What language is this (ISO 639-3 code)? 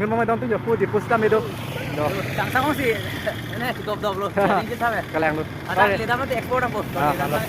mjw